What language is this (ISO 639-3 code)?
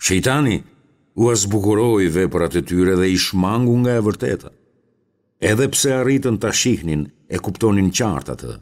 sqi